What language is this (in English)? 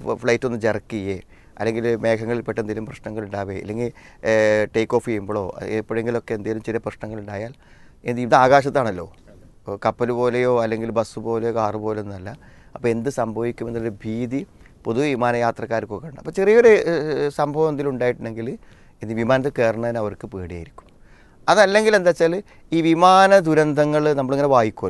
Malayalam